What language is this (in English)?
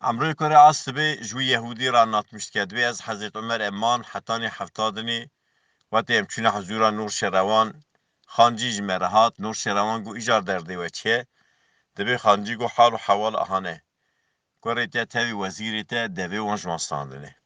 Kurdish